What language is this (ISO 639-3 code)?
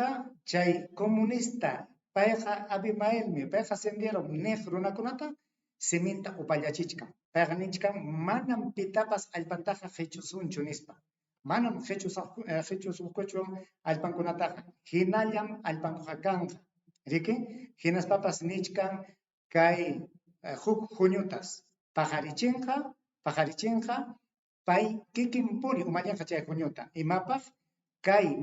quy